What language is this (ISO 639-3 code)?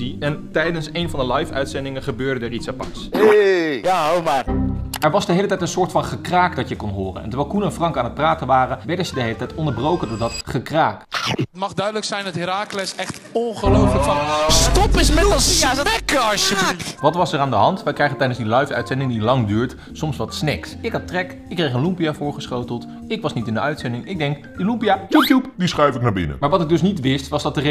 nld